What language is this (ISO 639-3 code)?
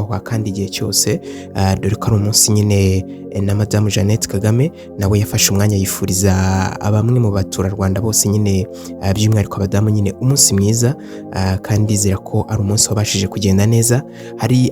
kin